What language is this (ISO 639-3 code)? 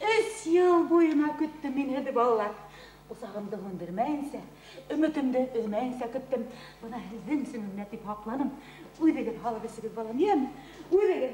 bak